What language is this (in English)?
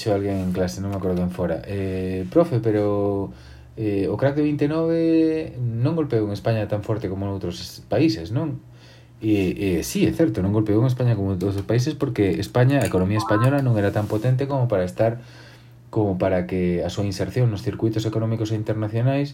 Galician